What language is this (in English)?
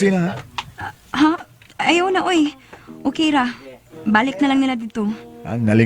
Cebuano